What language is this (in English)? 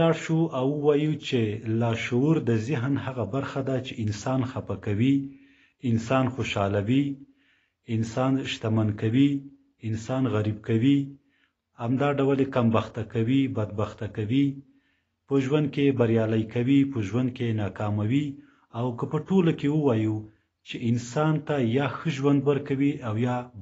Pashto